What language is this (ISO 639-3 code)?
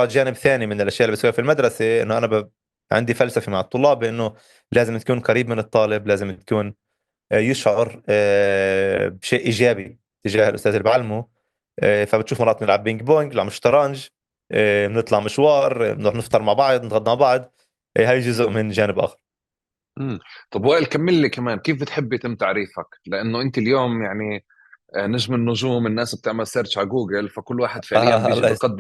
apc